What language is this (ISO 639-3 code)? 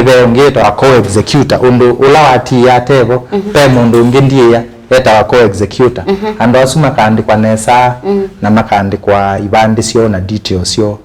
kam